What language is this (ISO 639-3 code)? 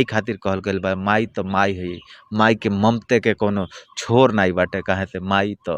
bho